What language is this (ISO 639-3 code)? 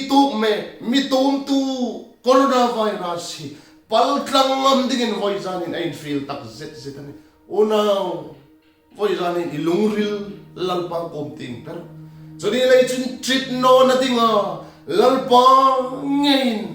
hmr